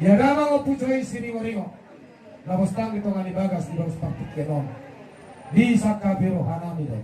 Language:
Batak Toba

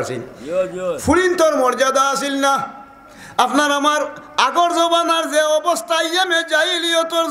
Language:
Sylheti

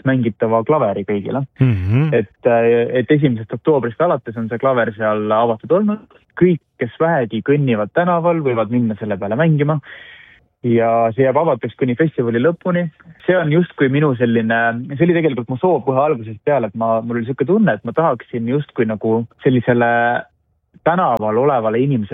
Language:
Estonian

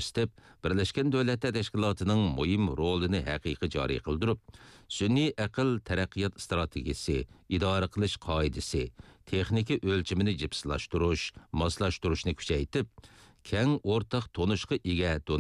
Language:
Uyghur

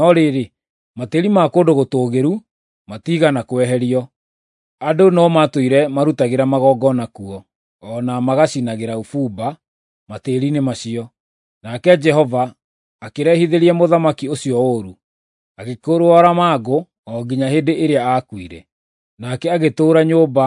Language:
Kikuyu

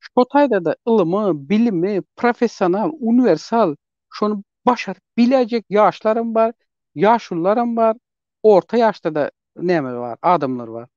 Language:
Turkmen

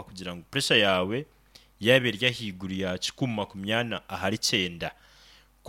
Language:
Nyoro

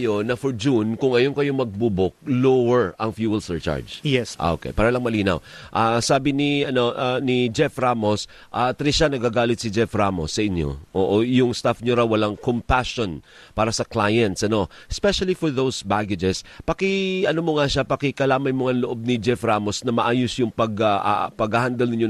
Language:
Filipino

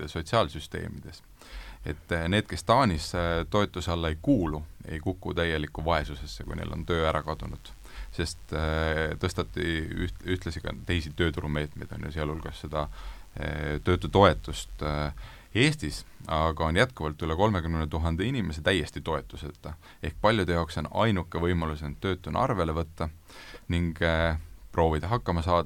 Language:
Estonian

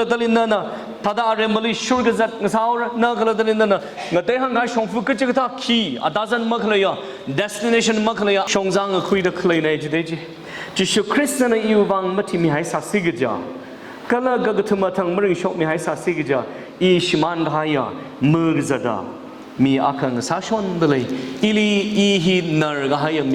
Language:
Tangkhul Naga (India)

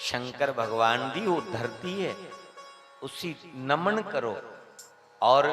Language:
Dogri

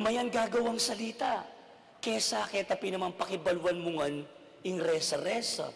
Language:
Pampanga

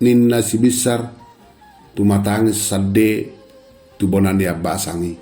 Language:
Batak Toba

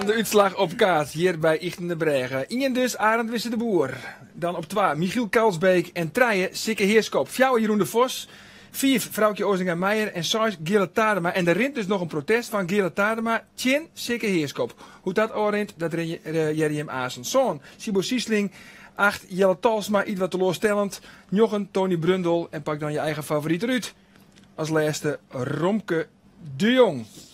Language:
Western Frisian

